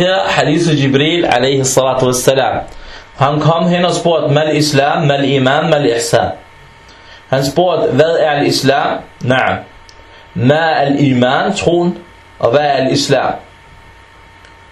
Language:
Danish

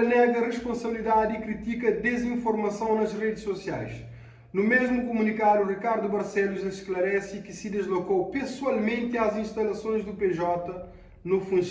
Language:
Kabuverdianu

